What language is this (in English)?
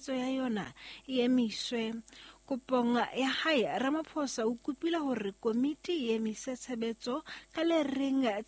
Southern Sotho